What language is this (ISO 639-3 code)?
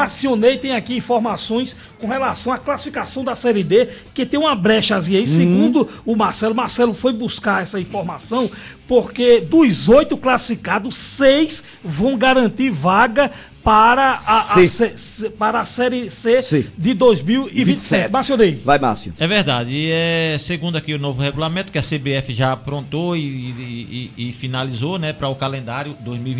por